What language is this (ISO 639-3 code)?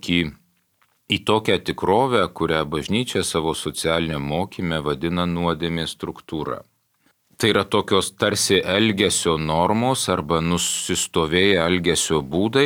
lit